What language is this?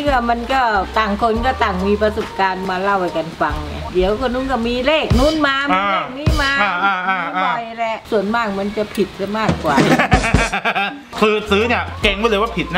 Thai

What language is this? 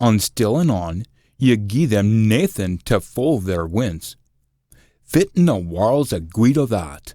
Scots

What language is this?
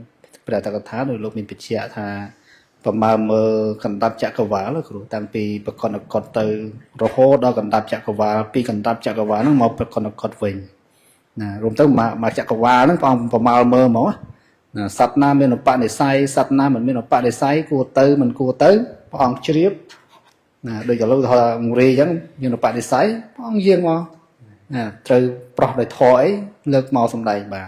Khmer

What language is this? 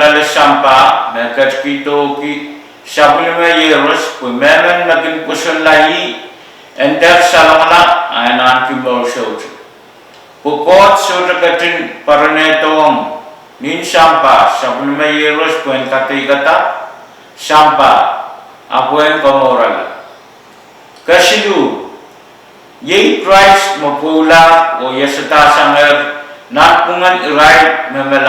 Pohnpeian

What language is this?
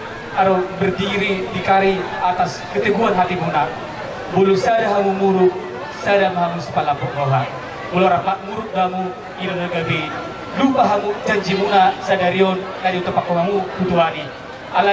Batak Toba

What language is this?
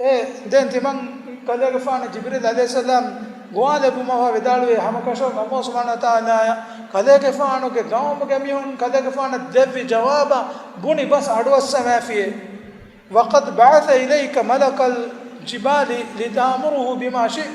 Divehi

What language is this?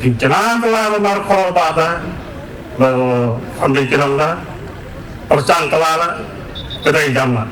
Khasi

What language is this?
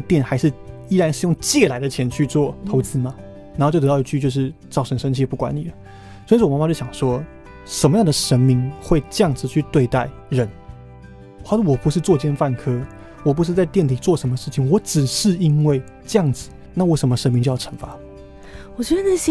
Chinese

